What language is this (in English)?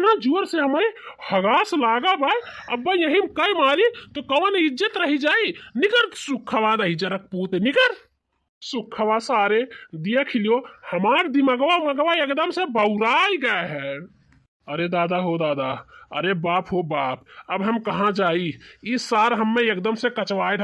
Bhojpuri